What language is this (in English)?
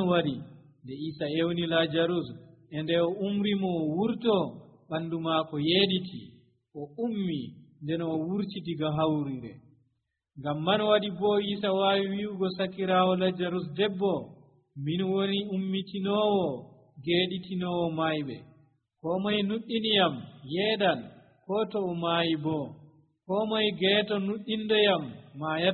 Nigerian Fulfulde